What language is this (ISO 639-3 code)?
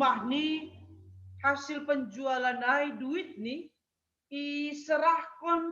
bts